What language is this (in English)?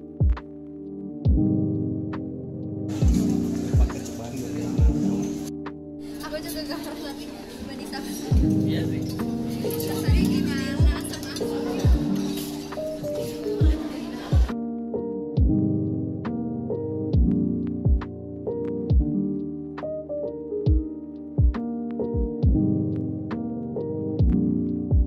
Indonesian